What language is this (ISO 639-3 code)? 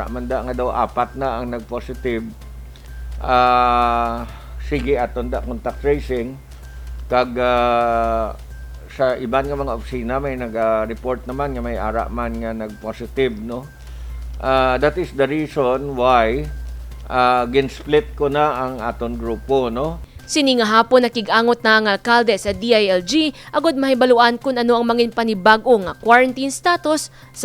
hil